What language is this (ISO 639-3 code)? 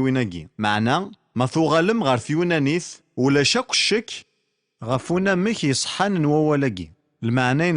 kab